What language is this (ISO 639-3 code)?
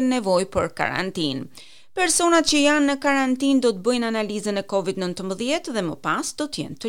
sqi